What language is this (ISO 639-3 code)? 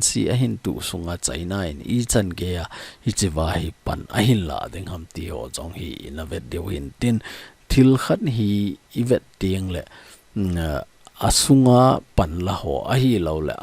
tcz